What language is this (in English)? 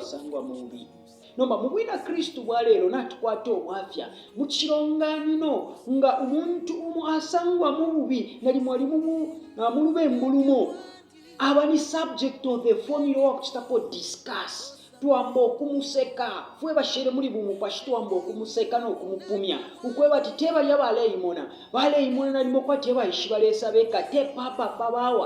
Bemba